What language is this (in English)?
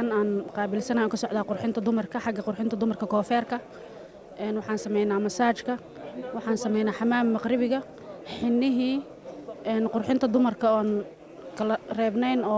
Somali